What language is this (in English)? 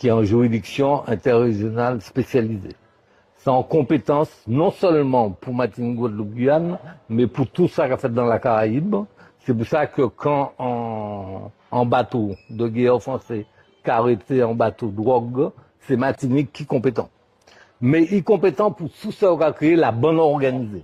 Guadeloupean Creole French